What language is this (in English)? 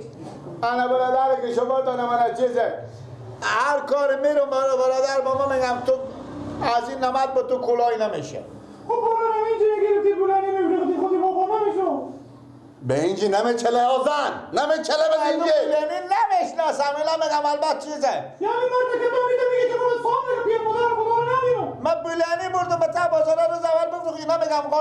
Persian